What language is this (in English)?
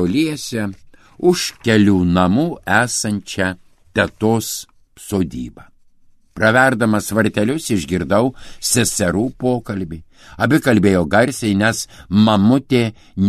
Lithuanian